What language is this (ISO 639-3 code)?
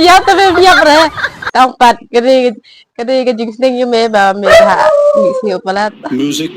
kha